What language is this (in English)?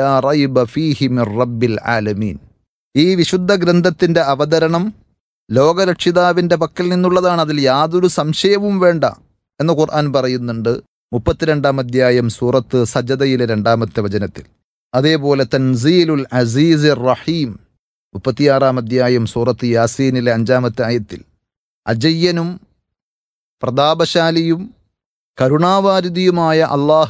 Malayalam